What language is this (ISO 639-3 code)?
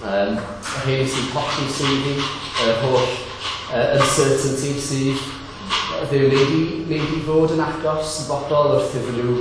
cym